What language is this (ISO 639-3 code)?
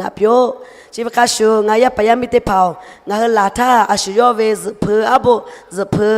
lhu